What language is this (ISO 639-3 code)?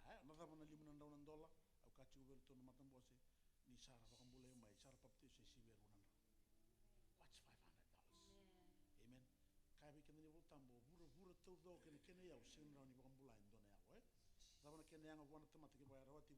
fij